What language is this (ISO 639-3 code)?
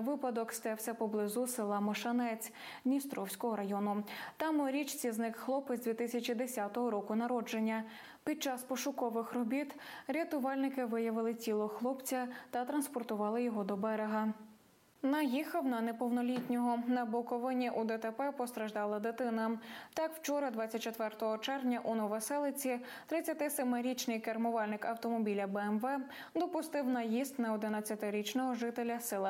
ukr